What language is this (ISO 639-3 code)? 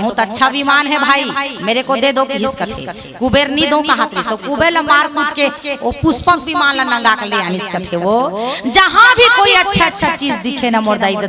hne